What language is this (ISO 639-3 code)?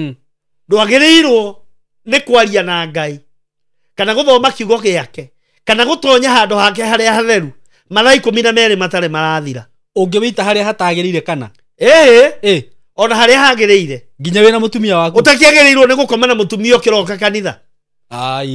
kik